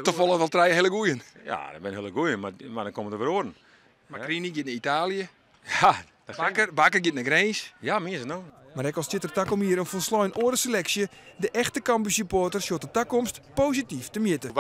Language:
Western Frisian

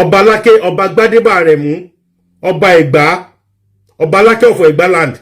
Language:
Yoruba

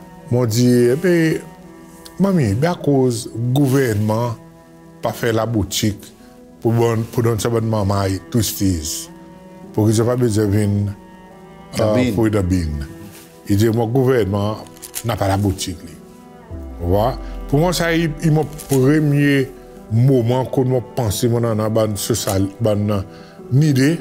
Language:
Seselwa Creole French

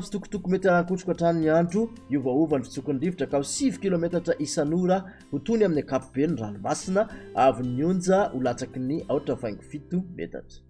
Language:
Malagasy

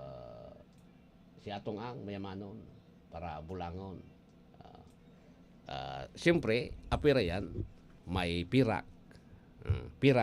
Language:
Bikol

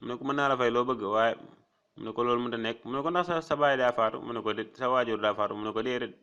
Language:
Wolof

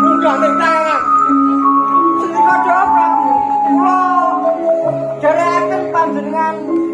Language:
Javanese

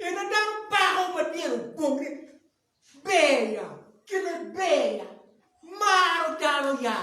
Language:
Acoli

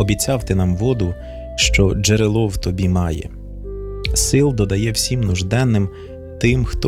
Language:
Ukrainian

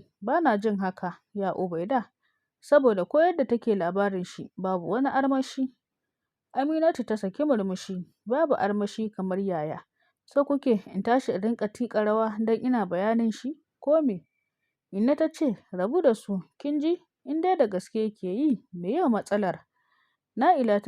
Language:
Hausa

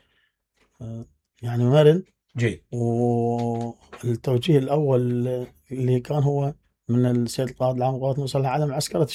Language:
Mesopotamian Arabic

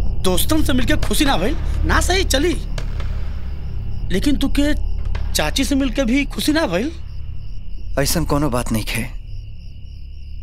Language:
Bhojpuri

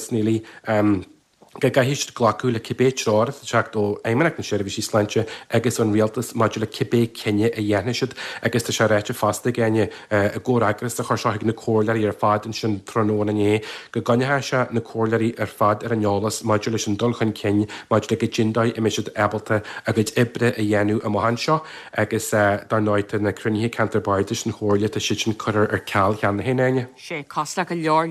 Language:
Irish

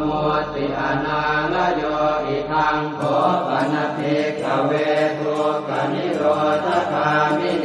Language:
Pali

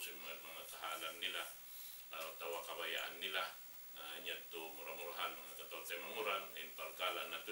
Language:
Tausug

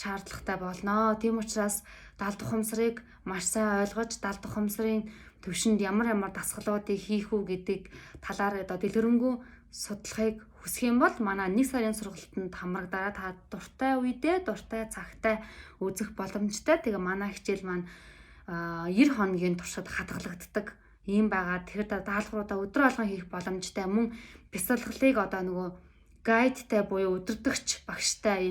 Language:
Mongolian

